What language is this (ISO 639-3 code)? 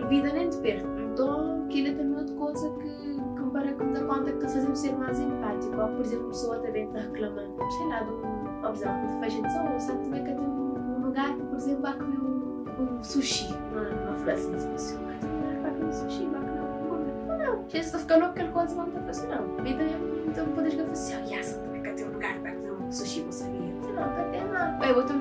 kea